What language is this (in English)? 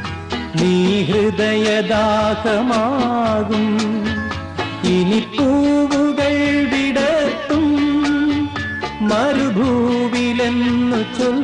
Malayalam